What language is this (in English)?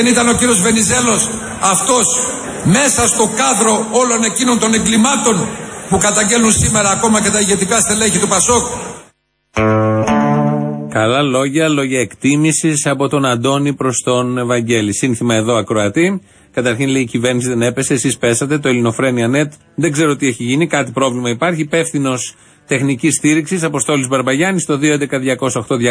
Greek